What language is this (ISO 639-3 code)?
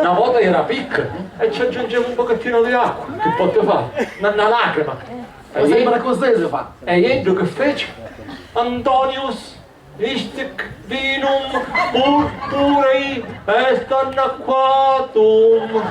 scn